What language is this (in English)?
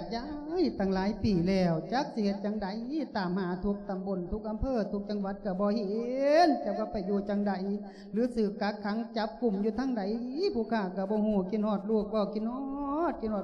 Lao